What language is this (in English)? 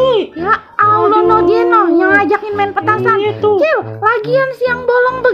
Betawi